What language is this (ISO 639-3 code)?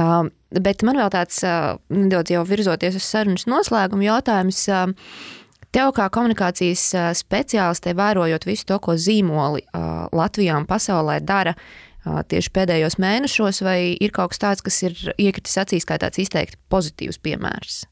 lav